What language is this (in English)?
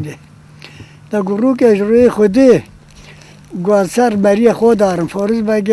Kurdish